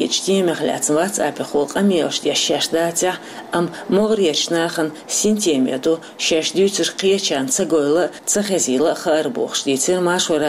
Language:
Chechen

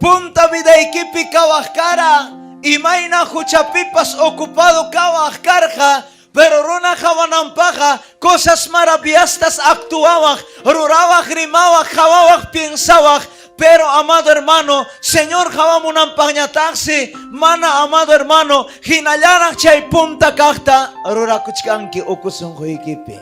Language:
Ayacucho Quechua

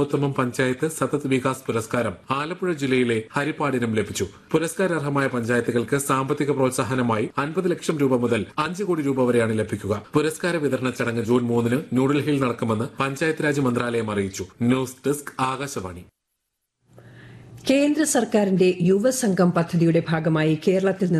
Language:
Malayalam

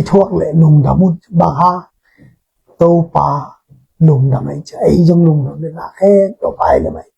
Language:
Tedim Chin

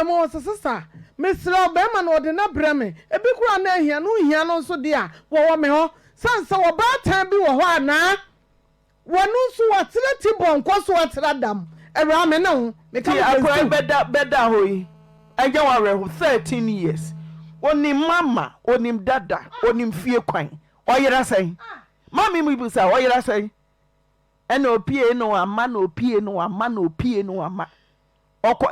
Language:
Akan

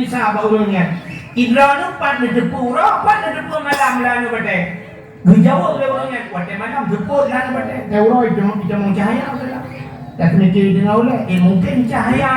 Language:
Achinese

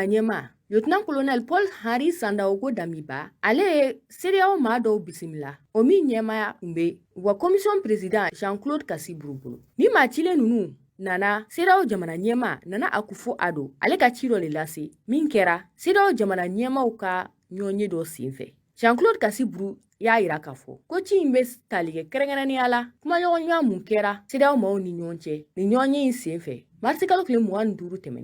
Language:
Bambara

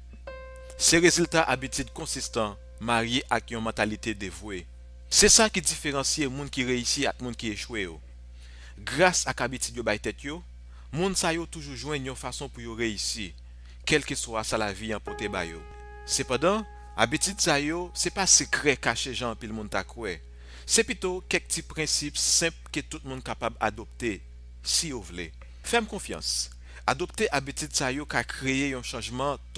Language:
Haitian Creole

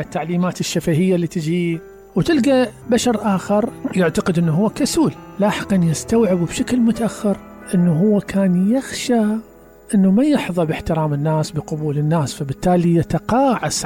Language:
Mesopotamian Arabic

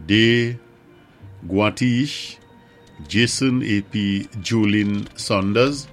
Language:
Saint Lucian Creole French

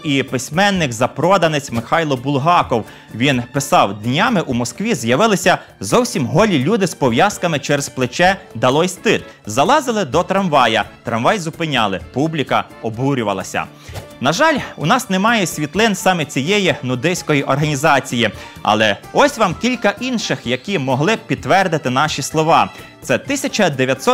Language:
Ukrainian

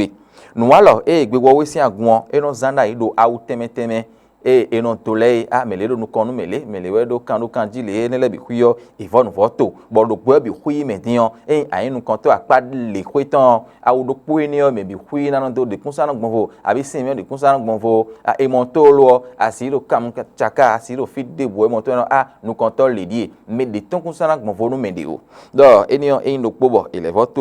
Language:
Fon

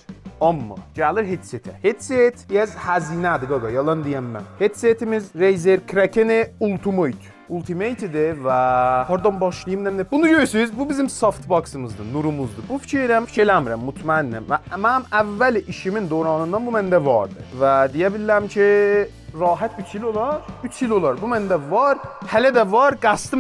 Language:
South Azerbaijani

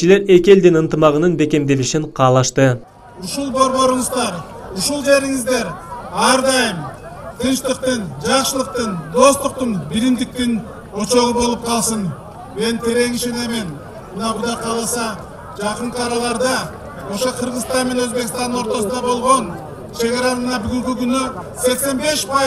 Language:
Kyrgyz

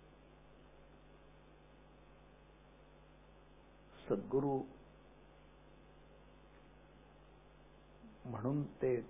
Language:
Marathi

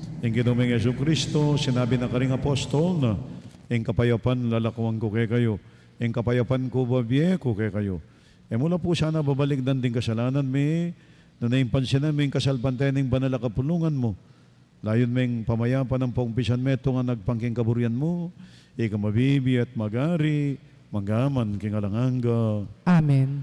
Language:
Pampanga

